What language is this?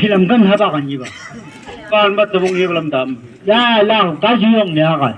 Chang Naga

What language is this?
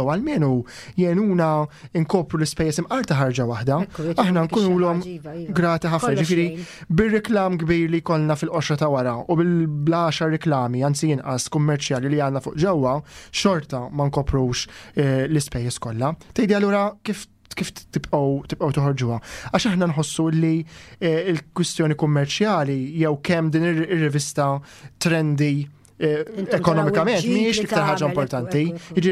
Maltese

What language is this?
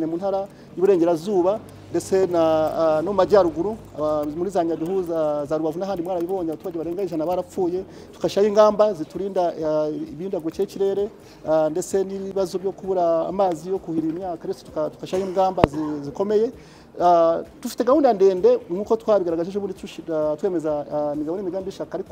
Kinyarwanda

